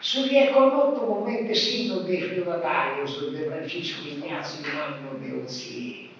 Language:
Sardinian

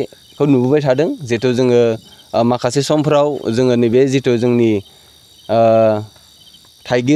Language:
Bodo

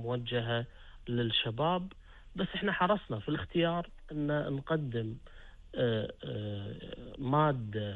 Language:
Gulf Arabic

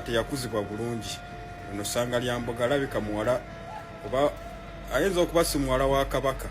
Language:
Ganda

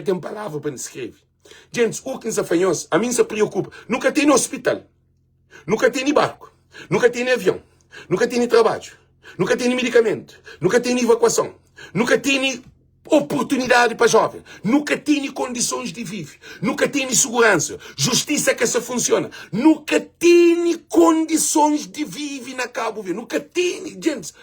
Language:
Kabuverdianu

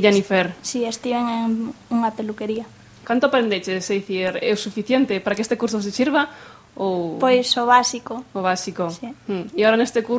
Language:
Galician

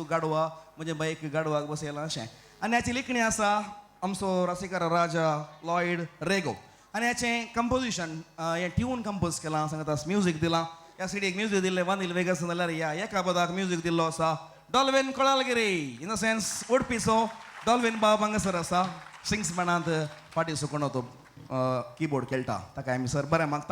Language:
Konkani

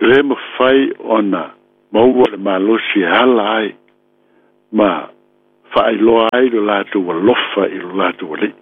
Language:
Samoan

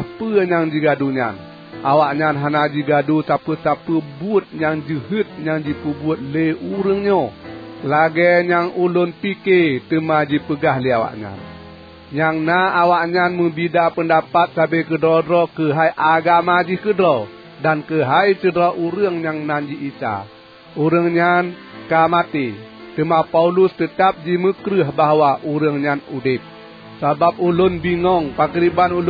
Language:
Achinese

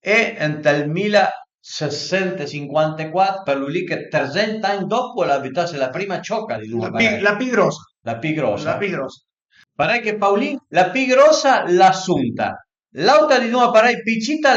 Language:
Piedmontese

